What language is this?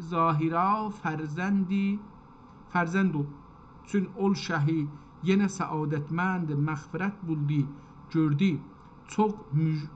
South Azerbaijani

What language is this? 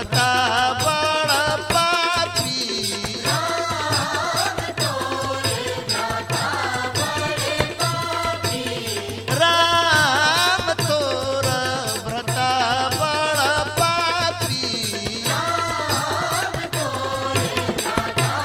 Bhojpuri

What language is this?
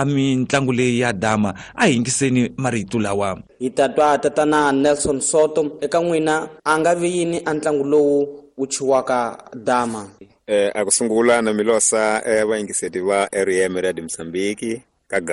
Tsonga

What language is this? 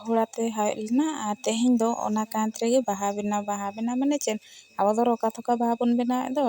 Santali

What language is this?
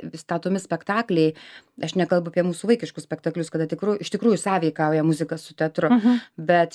Lithuanian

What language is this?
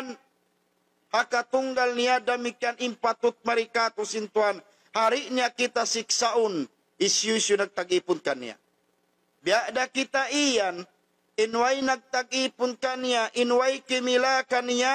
Tausug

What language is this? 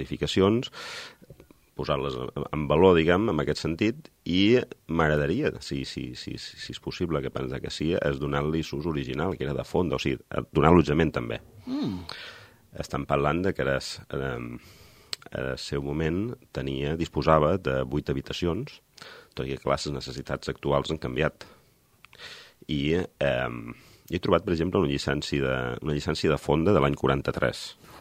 Catalan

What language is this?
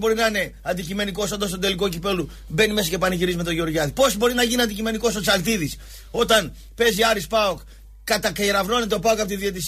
Greek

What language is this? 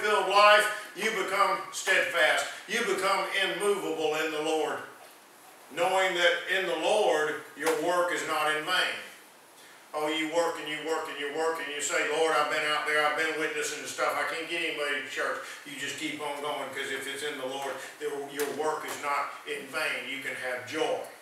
English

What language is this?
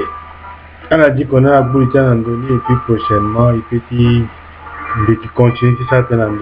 Sango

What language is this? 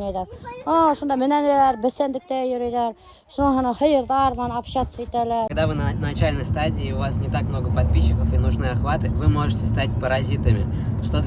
Bashkir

